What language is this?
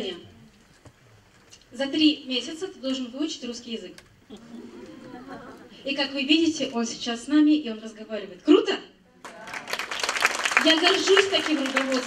Russian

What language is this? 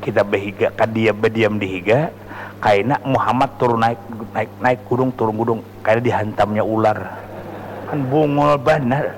Banjar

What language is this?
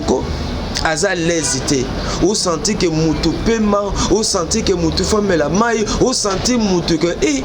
Lingala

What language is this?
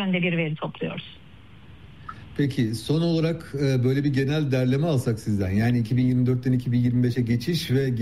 Turkish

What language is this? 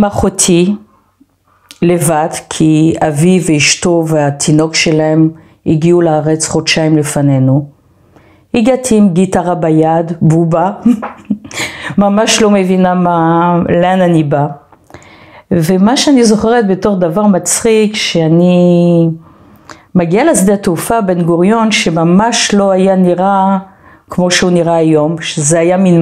Hebrew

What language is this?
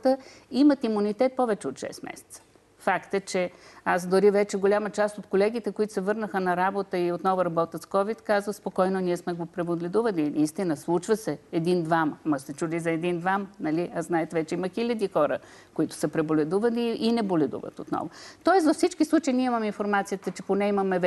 Bulgarian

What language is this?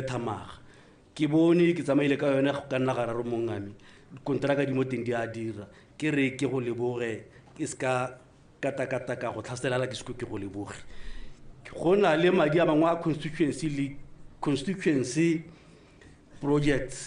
Tswana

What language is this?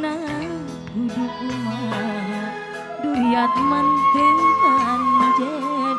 Sundanese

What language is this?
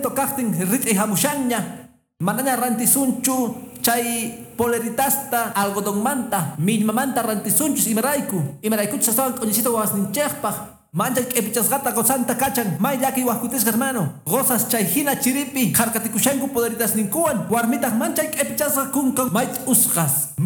Quechua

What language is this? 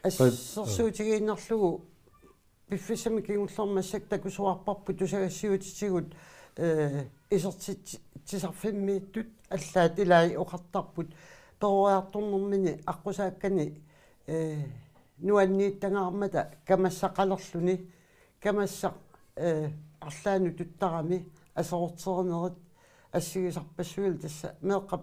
Kalaallisut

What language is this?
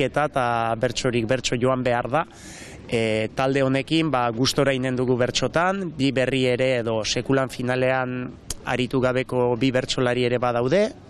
Basque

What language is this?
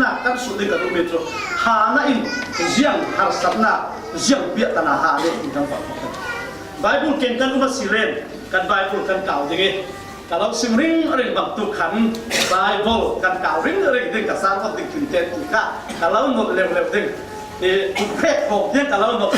Falam Chin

